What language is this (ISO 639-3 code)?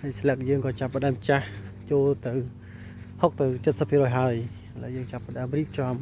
khm